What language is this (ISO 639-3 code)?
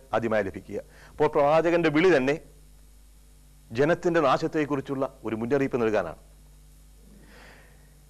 mal